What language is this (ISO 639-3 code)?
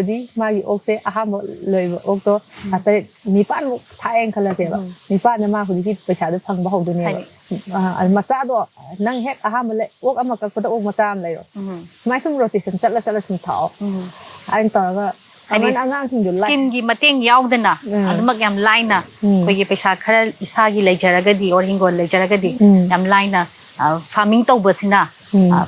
mni